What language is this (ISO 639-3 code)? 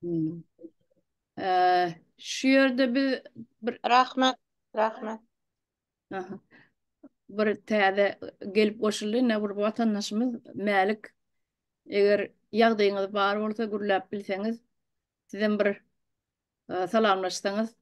tuk